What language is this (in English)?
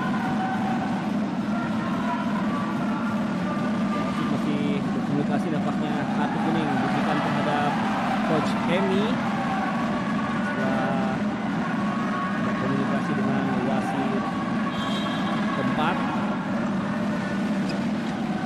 Indonesian